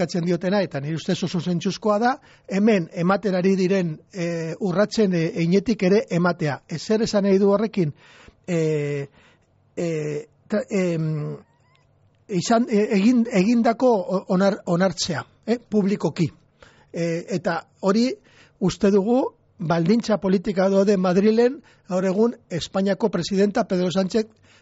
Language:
Basque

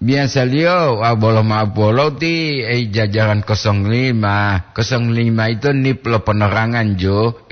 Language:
Gorontalo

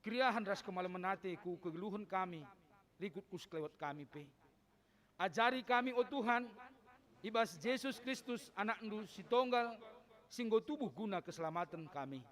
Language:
Batak Karo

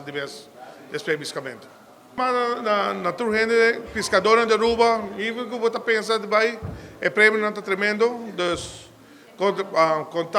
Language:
Papiamento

